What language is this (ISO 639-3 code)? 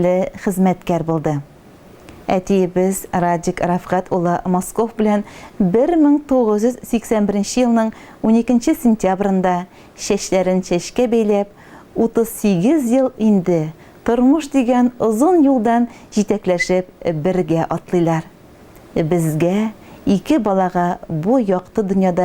tat